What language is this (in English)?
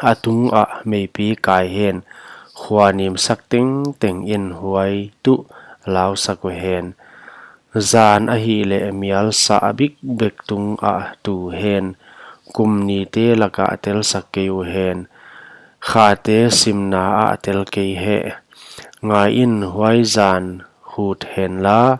Paite Chin